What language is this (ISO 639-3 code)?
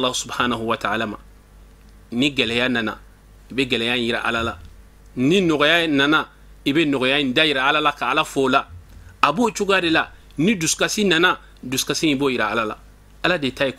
bam